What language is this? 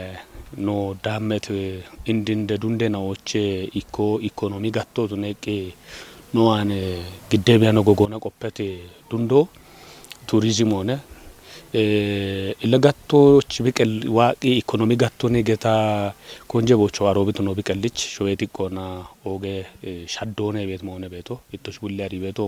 Kafa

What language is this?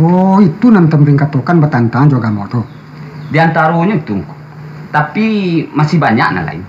Minangkabau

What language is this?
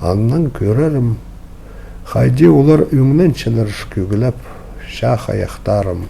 Khakas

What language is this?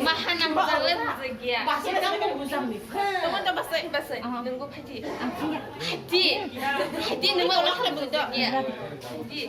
Kok Borok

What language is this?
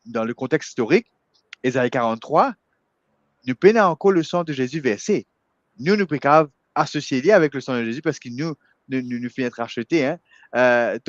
Morisyen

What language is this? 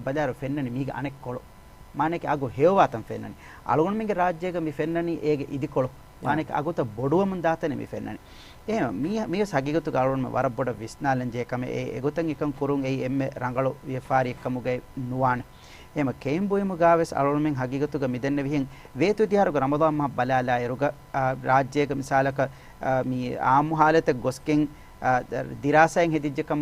Divehi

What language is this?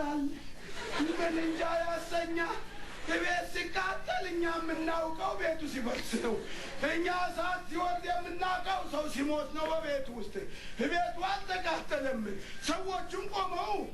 Amharic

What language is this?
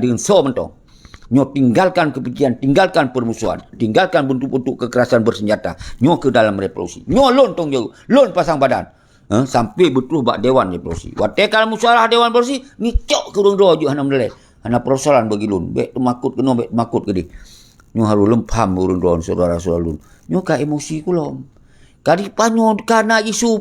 Achinese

